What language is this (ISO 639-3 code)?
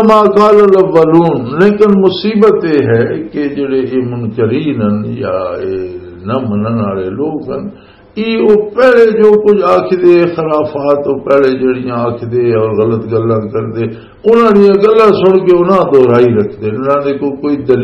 lah